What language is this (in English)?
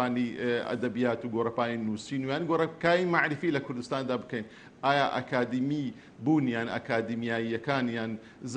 Central Kurdish